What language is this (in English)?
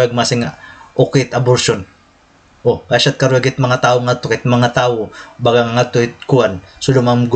Waray